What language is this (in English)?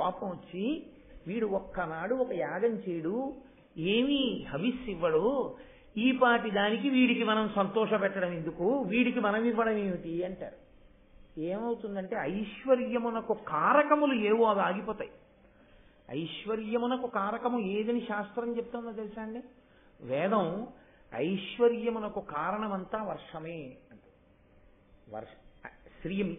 Telugu